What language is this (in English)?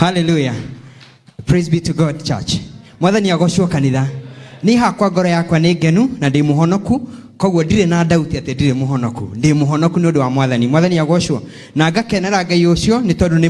Kikuyu